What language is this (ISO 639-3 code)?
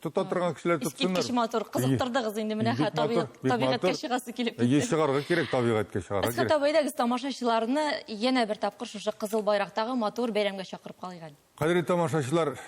tat